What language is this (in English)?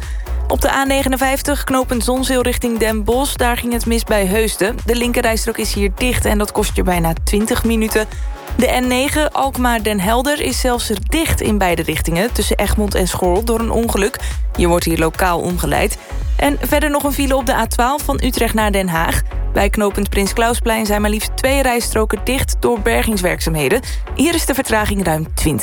Dutch